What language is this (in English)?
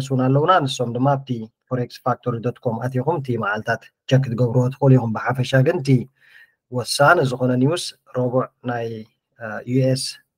Tigrinya